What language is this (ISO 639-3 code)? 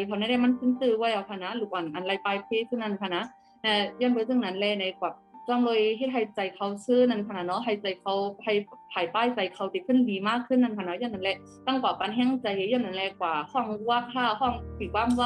shn